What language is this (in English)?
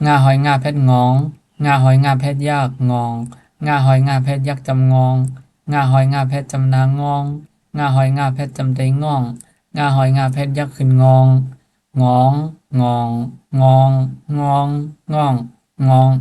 Shan